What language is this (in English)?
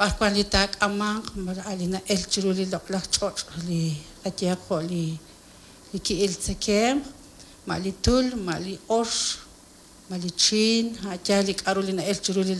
Kekchí